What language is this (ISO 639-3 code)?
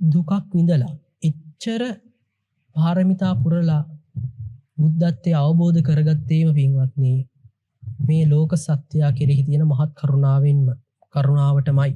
sin